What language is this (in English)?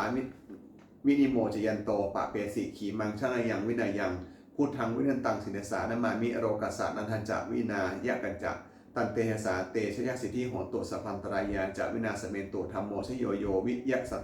Pali